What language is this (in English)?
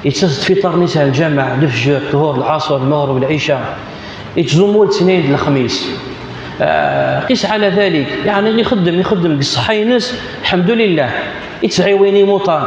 Kabyle